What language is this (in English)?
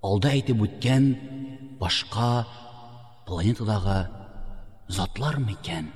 Tatar